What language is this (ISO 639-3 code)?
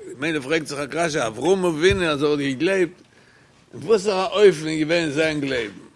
yid